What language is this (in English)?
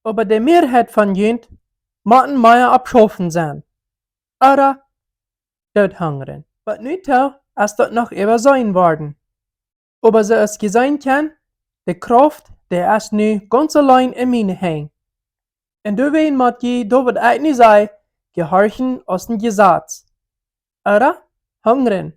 Plautdietsch